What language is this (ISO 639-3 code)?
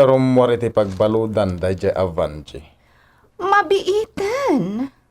ilo